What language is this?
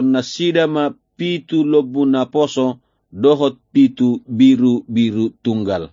Batak Toba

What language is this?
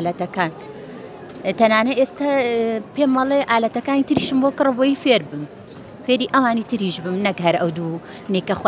Central Kurdish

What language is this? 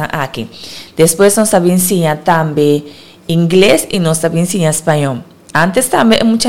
Papiamento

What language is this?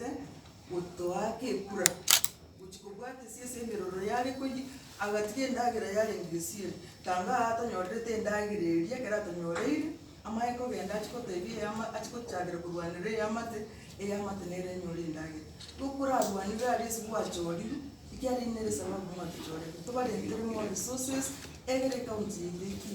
Gusii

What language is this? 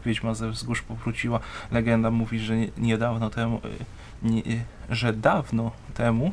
Polish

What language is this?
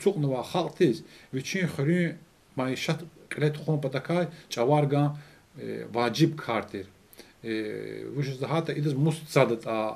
Lezghian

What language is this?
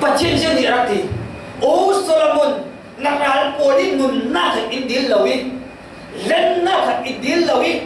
Falam Chin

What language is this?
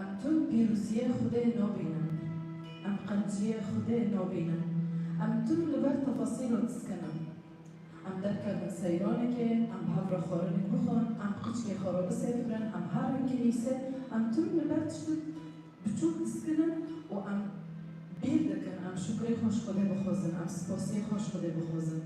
Kurdish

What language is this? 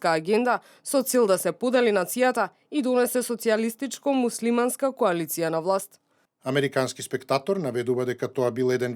Macedonian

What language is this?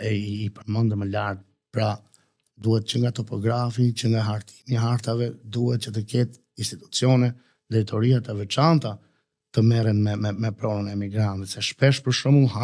Albanian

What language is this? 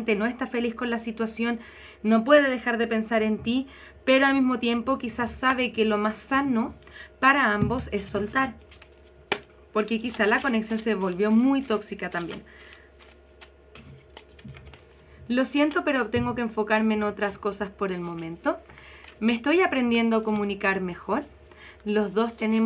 Spanish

